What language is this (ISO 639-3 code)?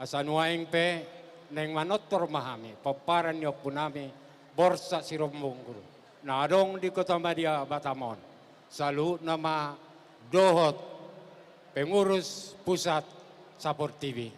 bbc